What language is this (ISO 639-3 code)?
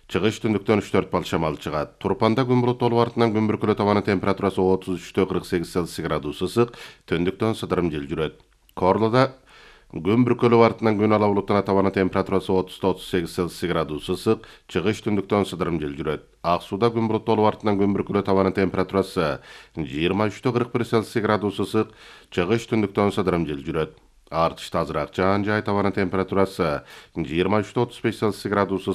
kir